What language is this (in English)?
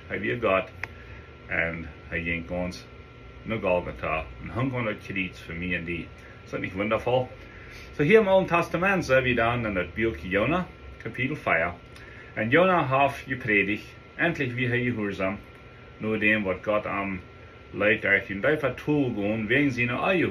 Plautdietsch